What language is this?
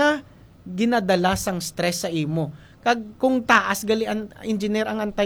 Hiligaynon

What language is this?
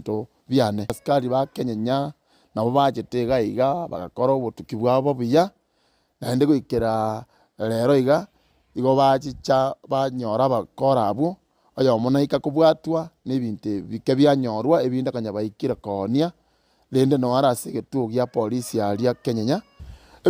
Gusii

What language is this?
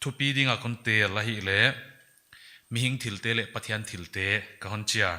Paite Chin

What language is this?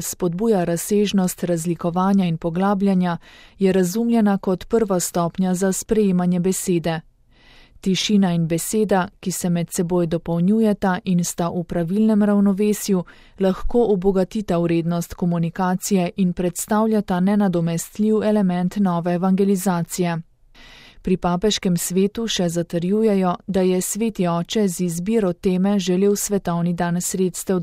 Slovenian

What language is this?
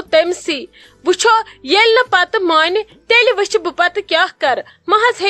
Kashmiri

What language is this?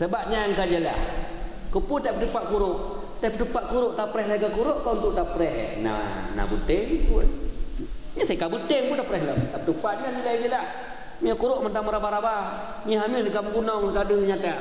Achinese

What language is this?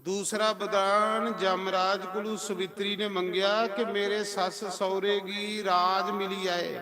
Dogri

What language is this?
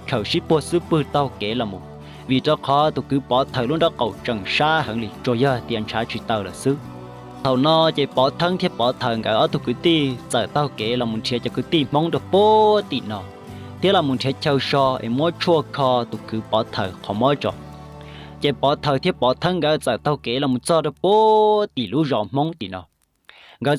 Hmong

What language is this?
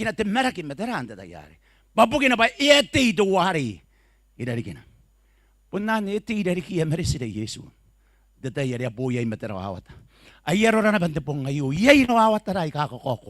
Gilbertese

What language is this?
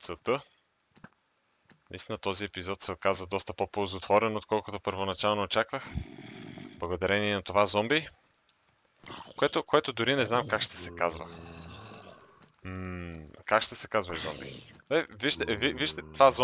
Bulgarian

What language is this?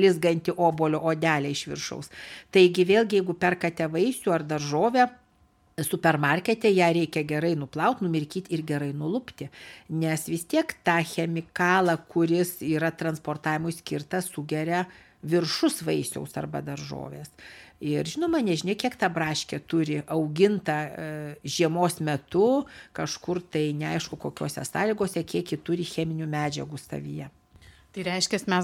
Lithuanian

